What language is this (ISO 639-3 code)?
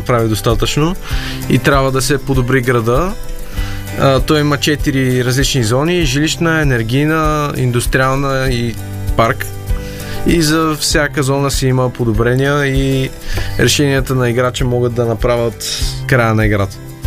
bul